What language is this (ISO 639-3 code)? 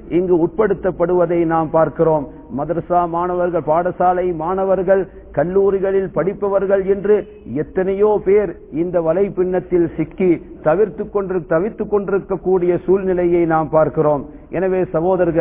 tam